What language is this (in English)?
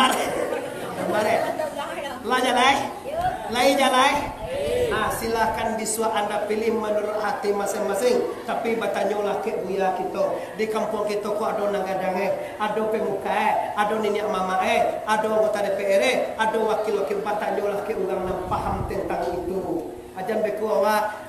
Minangkabau